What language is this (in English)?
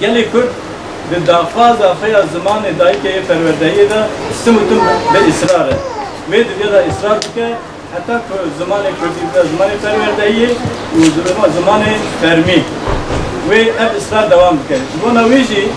Kurdish